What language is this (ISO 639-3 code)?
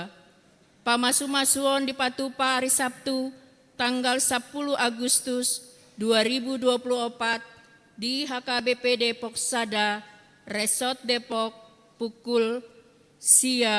bbc